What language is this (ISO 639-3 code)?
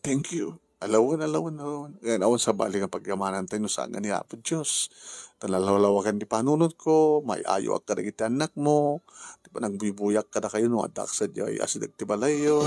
ilo